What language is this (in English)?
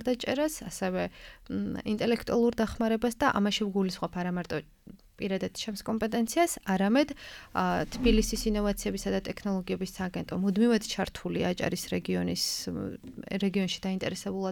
Georgian